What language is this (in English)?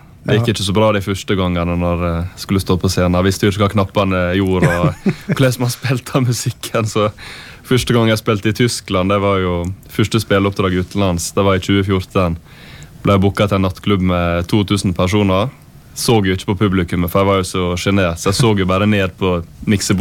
Norwegian